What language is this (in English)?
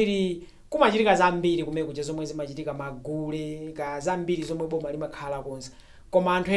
Nyanja